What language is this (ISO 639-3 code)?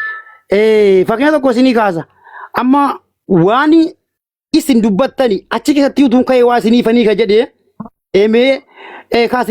orm